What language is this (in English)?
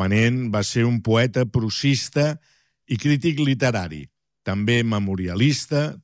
Catalan